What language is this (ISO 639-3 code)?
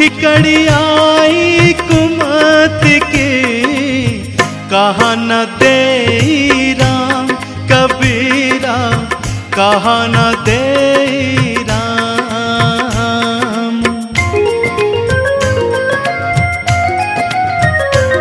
hin